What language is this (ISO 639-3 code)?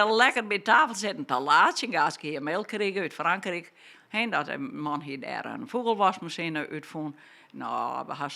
fry